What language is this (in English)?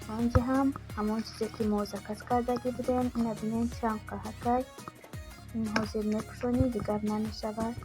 Tajik